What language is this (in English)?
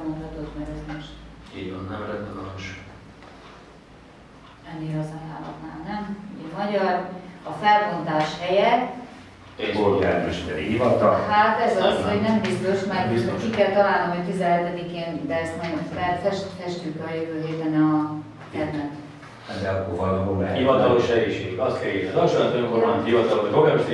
Hungarian